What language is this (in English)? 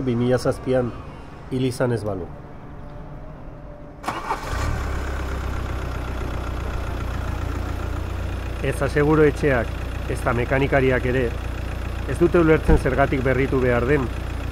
Basque